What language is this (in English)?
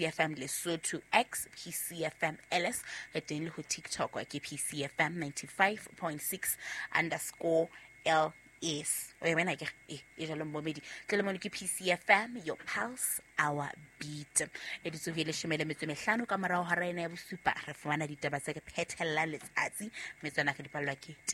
Southern Sotho